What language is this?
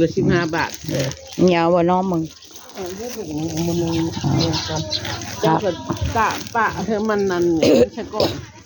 Northeastern Thai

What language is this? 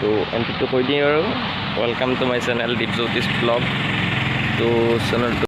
Assamese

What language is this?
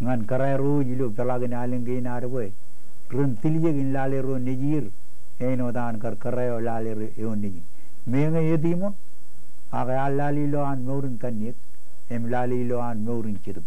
Marshallese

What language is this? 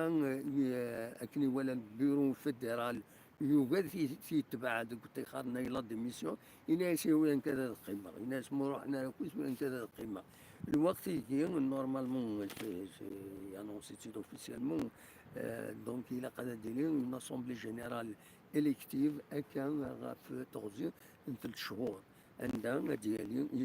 Kabyle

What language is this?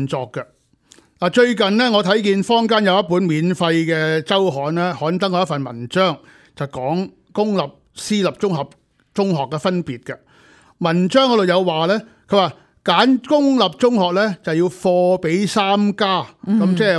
Cantonese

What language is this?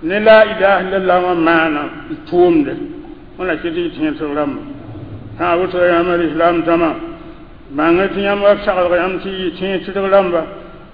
Mossi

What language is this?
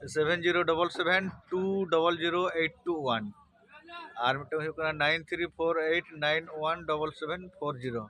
Santali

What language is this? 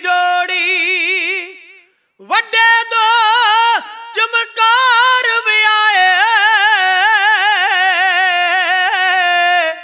Punjabi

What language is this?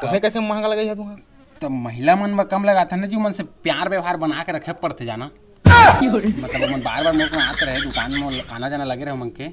Chhattisgarhi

